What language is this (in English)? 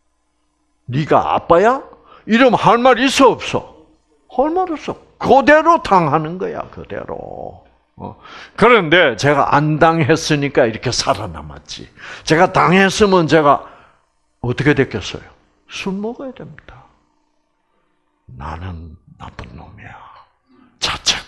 Korean